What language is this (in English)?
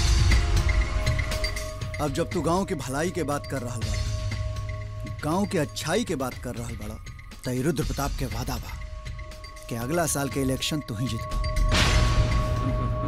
Bhojpuri